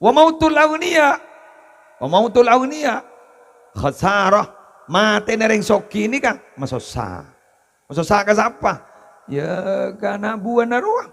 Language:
Madurese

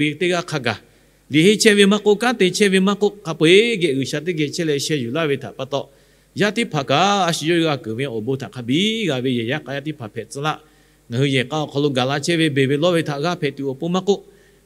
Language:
Lahu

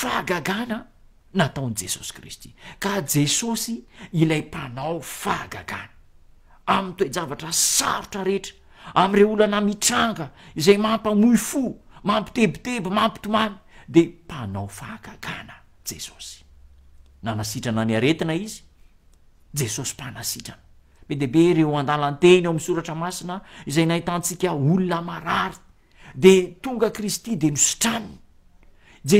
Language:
Malagasy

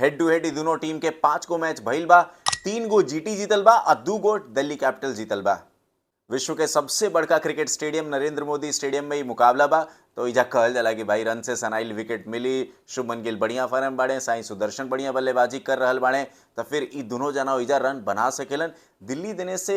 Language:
Bhojpuri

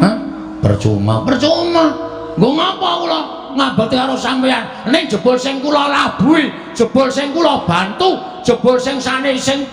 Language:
Javanese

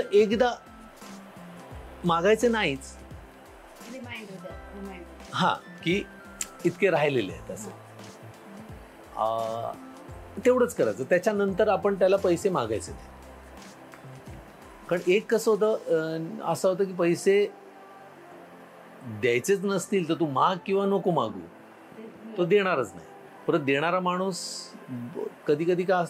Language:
Marathi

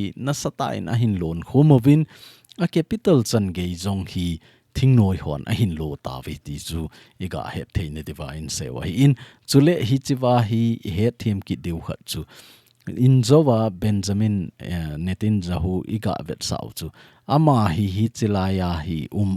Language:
Thado Chin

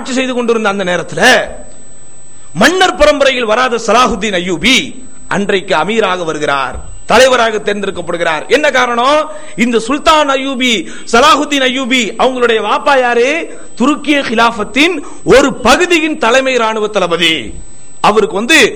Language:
Tamil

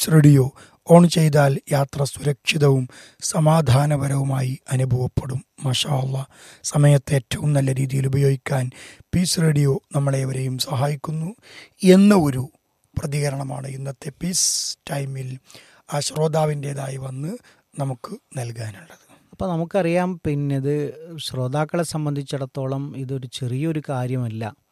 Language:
Malayalam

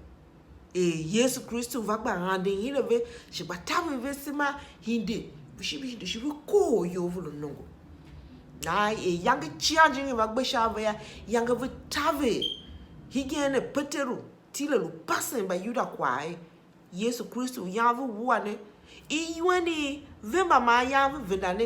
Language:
Tiv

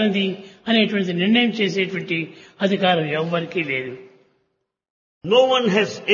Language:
Telugu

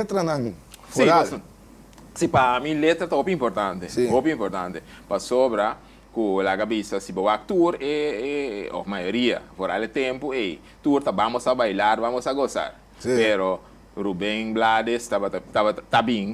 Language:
Papiamento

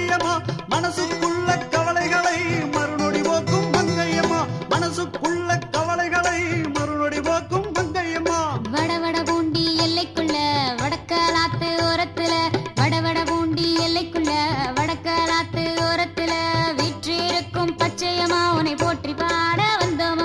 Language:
Tamil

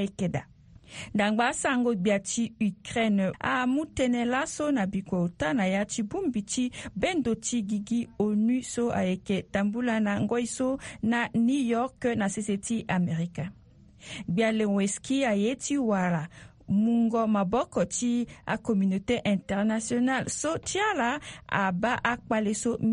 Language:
Sango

